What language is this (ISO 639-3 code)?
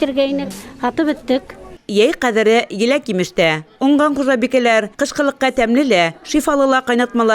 bak